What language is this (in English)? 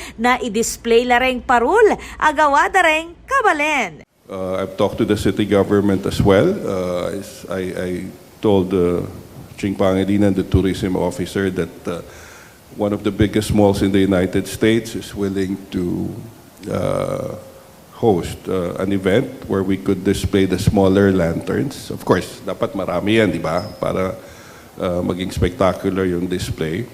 Pampanga